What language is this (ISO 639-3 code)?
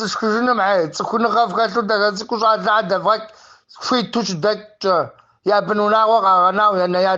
kbd